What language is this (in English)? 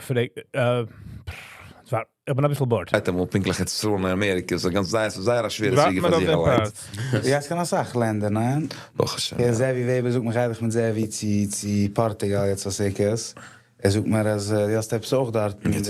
Yiddish